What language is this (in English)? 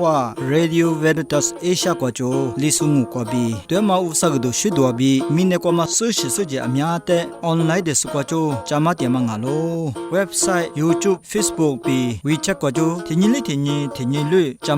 Lisu